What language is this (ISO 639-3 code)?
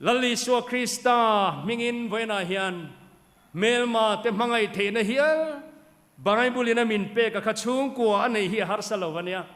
lus